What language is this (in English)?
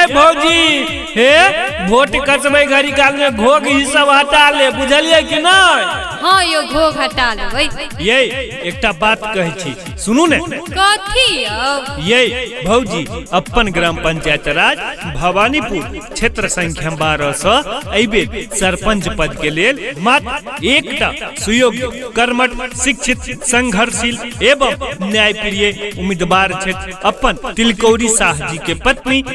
Maithili